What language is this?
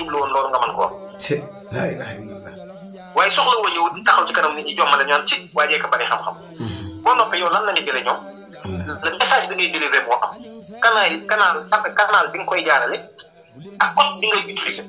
Wolof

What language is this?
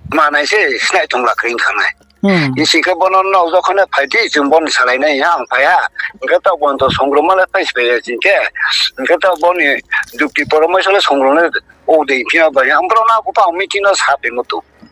Riang (India)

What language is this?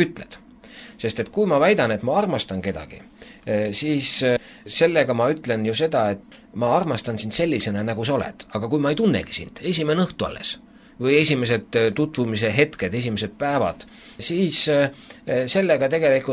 Estonian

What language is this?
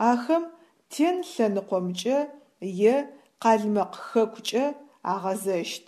Adyghe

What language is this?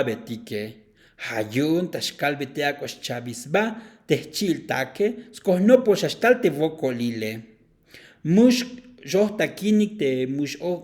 Tzotzil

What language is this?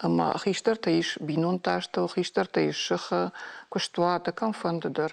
Ossetic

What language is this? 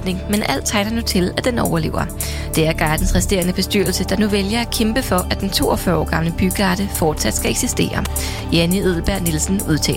Danish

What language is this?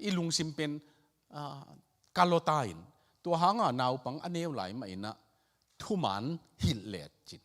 Tedim Chin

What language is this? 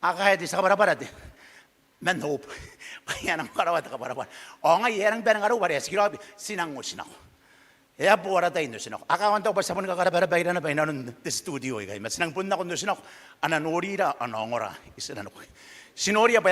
Gilbertese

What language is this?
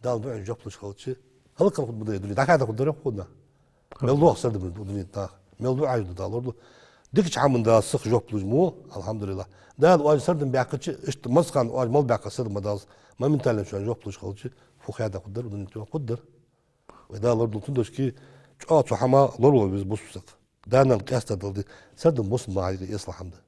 Ingush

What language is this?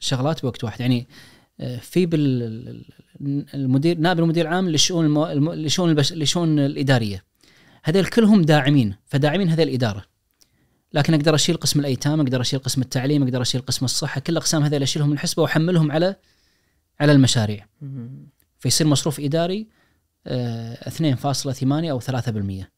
Najdi Arabic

